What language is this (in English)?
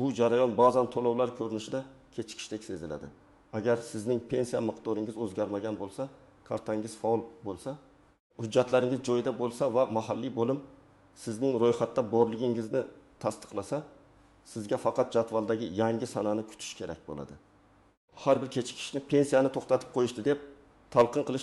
Uzbek